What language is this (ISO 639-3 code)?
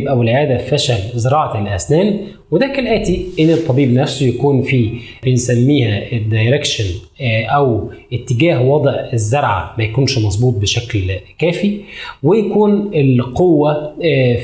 arz